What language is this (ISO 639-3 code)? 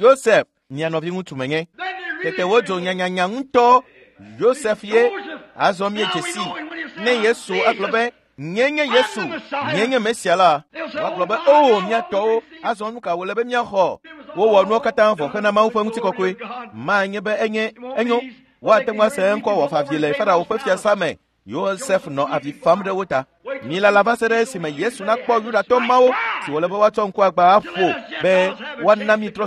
ewe